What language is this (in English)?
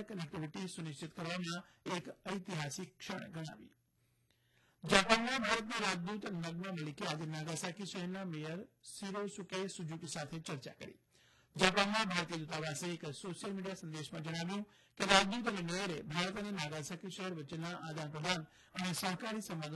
Gujarati